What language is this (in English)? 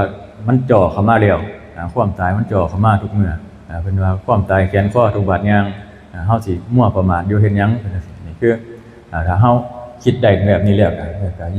Northeastern Thai